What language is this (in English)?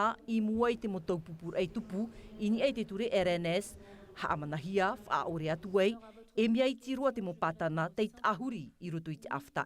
Tahitian